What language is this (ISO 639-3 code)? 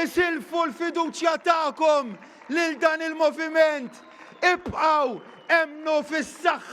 mlt